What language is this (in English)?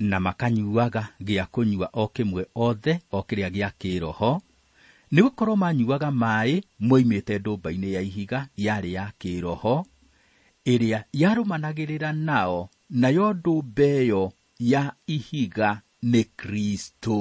Kikuyu